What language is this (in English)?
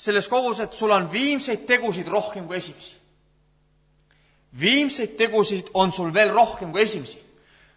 Estonian